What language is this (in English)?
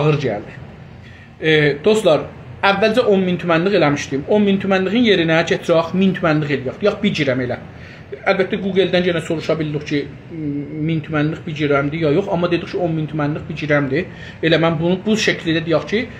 South Azerbaijani